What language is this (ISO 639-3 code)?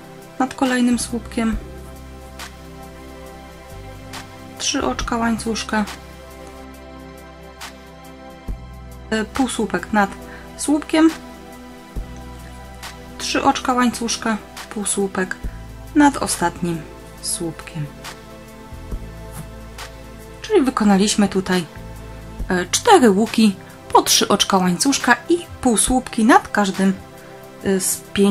pol